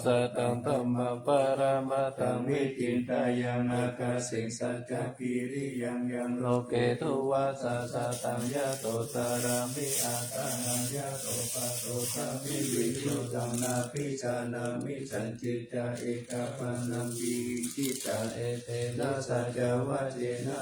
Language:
Pali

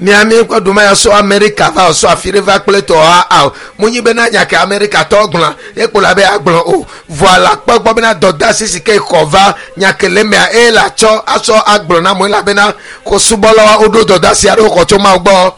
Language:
Ewe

